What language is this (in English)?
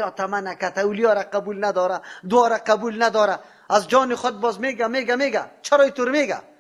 Persian